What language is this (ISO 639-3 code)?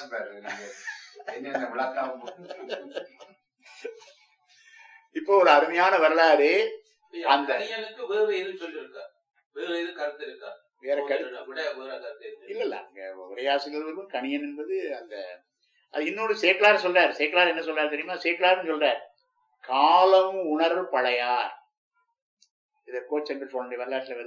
tam